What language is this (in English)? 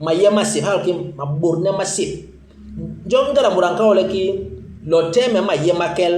Basaa